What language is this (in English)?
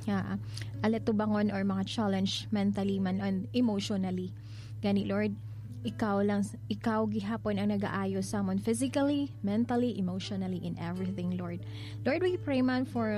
Hiligaynon